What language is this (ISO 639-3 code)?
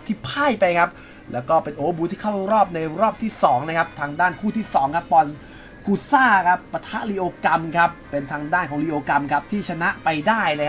tha